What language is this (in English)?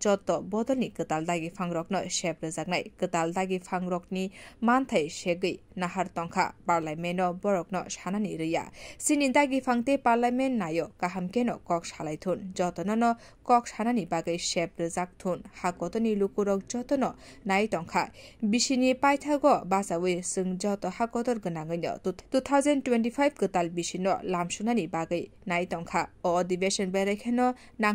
Kok Borok